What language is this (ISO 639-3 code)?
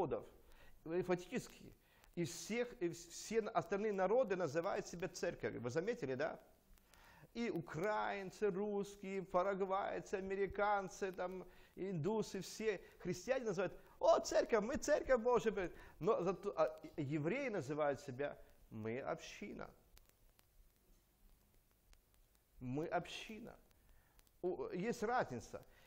rus